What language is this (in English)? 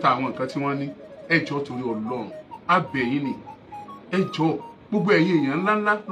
Yoruba